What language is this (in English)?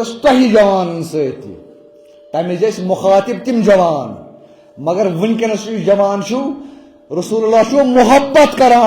Kashmiri